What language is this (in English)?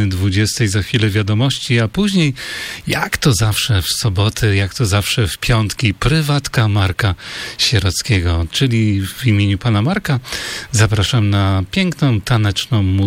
Polish